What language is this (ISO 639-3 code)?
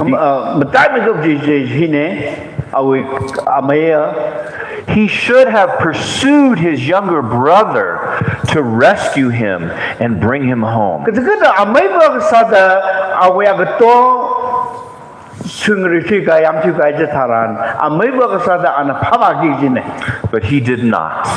nmf